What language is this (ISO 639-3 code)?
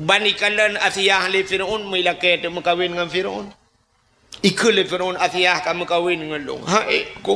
ace